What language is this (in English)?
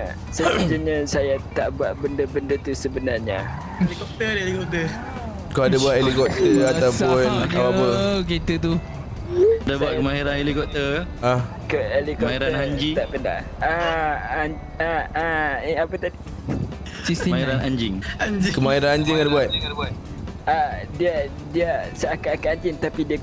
Malay